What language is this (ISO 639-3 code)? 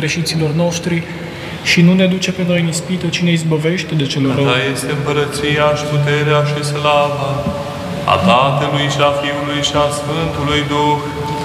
ron